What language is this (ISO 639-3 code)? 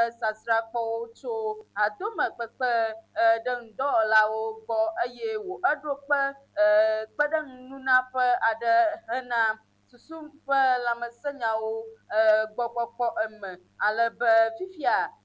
ewe